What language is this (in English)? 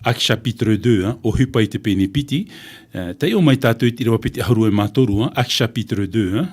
Tahitian